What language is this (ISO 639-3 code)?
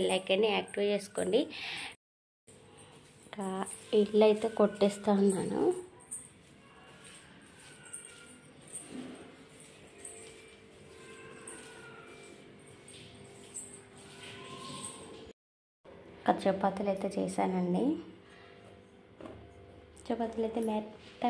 tel